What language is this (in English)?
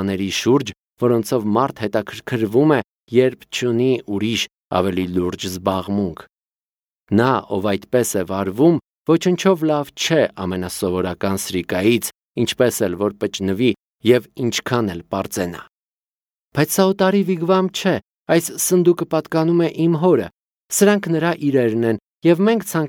Armenian